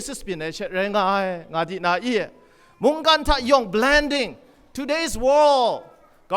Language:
Kachin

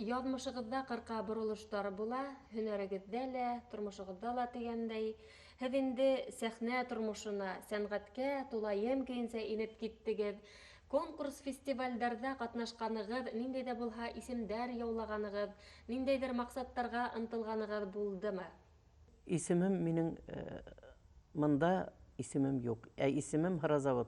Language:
Bashkir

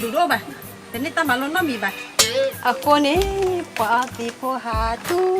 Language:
S'gaw Karen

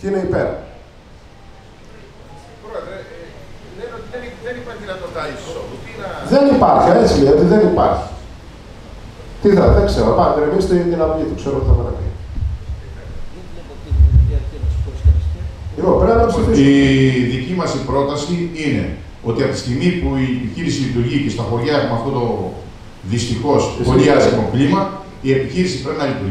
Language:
Greek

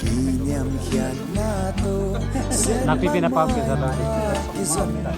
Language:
Tedim Chin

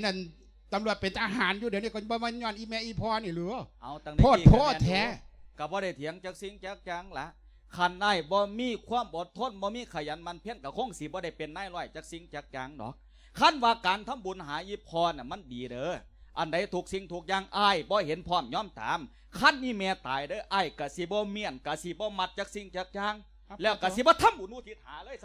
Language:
Lao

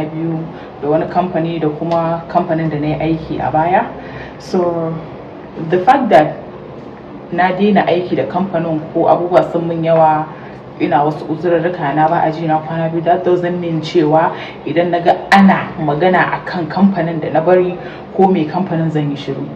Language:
Hausa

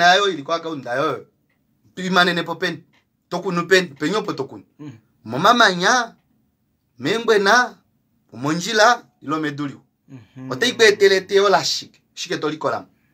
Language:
Kuanyama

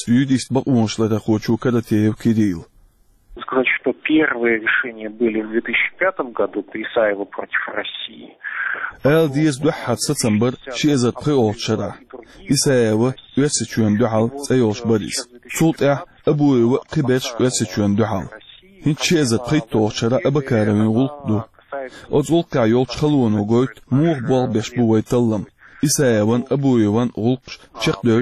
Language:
Chechen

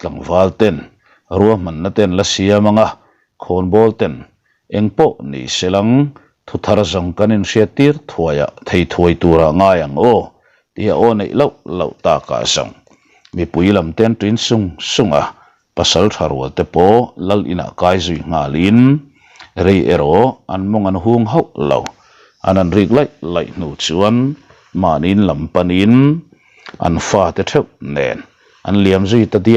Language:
Mizo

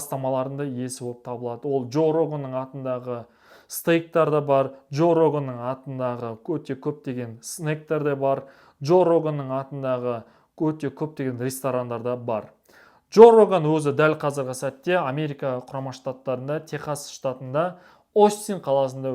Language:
Kazakh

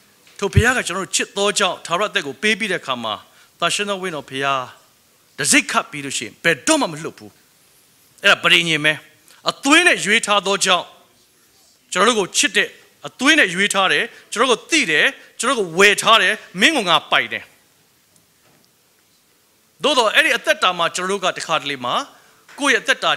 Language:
Burmese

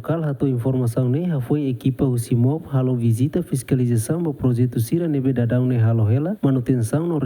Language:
Tetum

